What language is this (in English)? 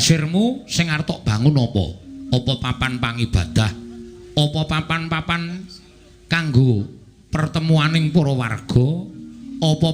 Javanese